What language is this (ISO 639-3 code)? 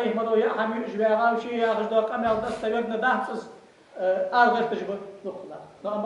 inh